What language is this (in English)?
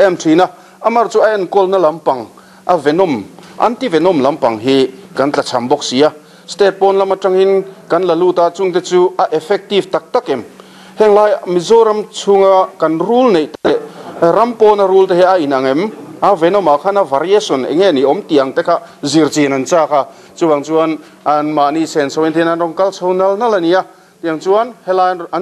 Mizo